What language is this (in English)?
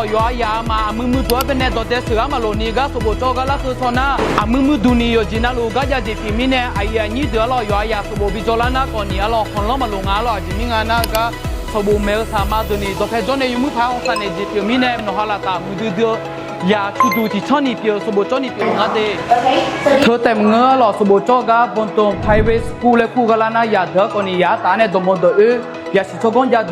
Akha